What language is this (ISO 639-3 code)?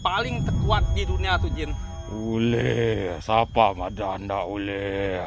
iba